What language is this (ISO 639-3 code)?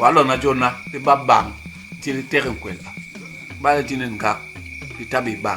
bas